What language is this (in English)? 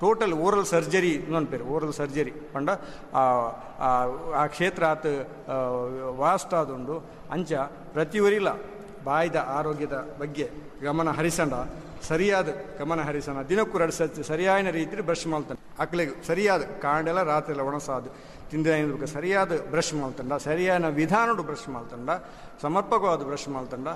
Tulu